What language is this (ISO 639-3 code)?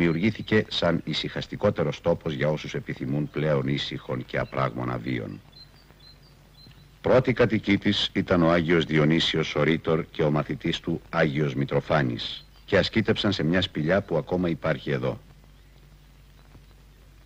ell